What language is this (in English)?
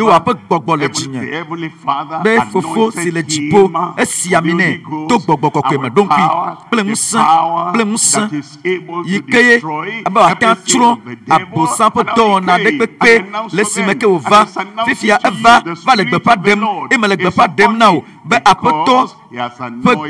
Ewe